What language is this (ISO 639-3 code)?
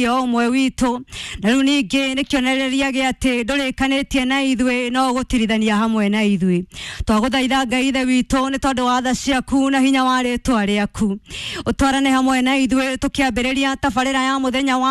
kik